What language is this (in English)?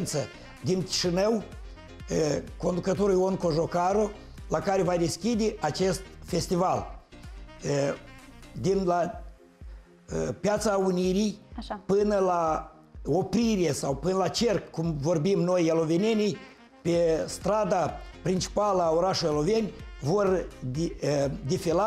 Romanian